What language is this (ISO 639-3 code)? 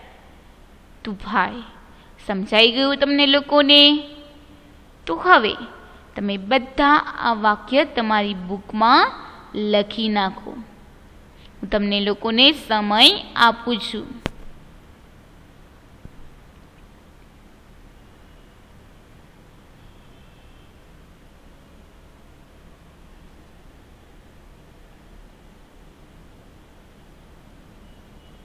guj